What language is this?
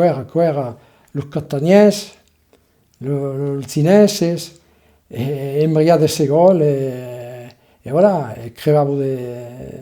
Occitan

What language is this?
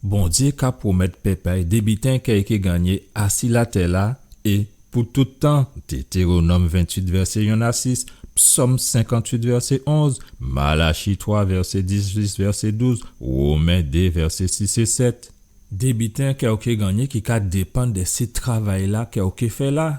Guadeloupean Creole French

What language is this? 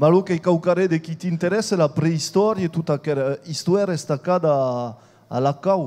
Occitan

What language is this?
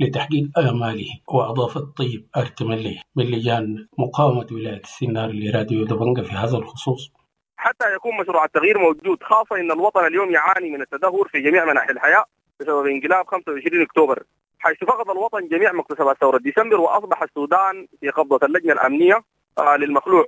Sudanese Arabic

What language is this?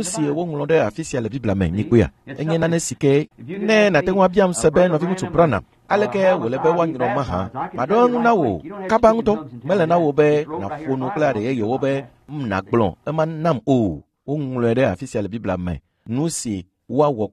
Ewe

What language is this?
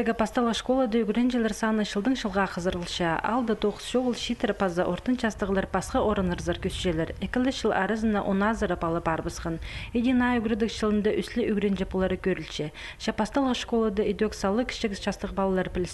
Khakas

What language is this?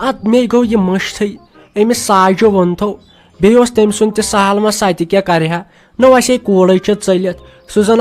Kashmiri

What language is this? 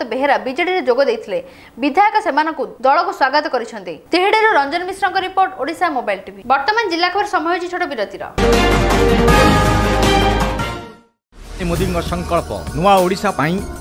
Odia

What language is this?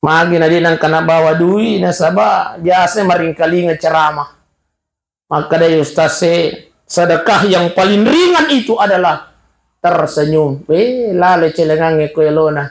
Buginese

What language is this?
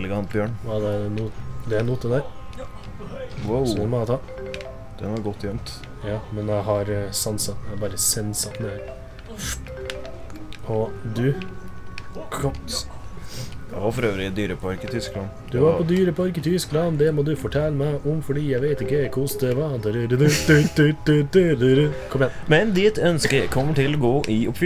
Norwegian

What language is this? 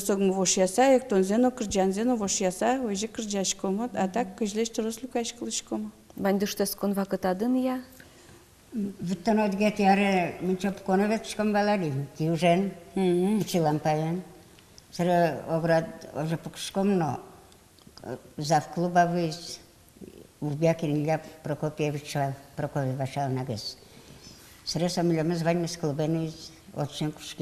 Udmurt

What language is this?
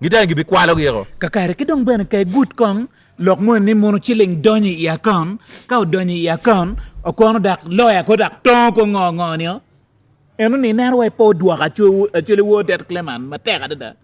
Acoli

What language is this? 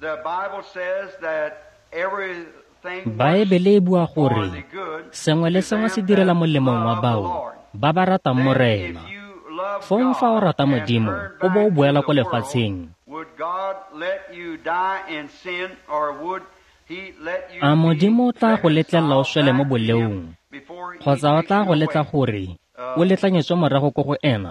Tswana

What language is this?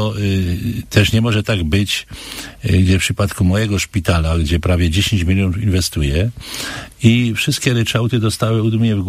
Polish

